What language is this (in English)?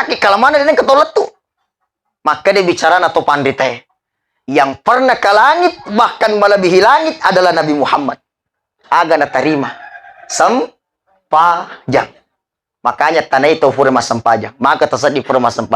Buginese